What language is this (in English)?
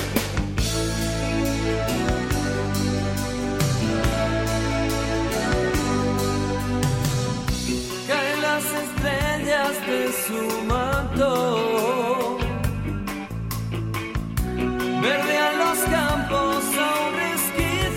Catalan